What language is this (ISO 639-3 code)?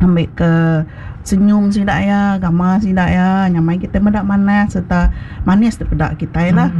iba